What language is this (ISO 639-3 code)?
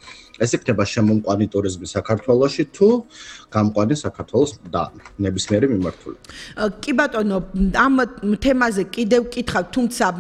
kat